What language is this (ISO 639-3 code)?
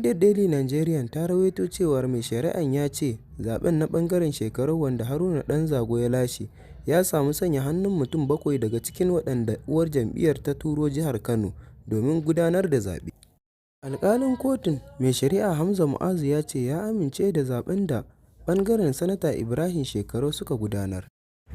hau